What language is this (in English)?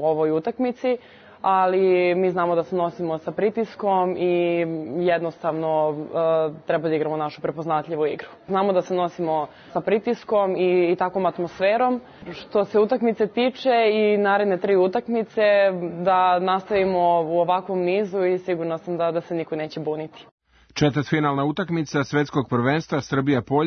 Serbian